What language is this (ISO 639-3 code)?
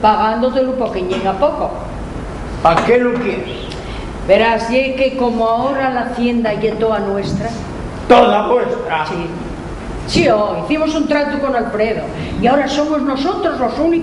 ast